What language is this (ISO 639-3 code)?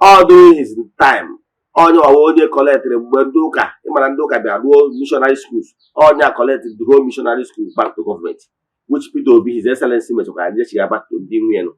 ibo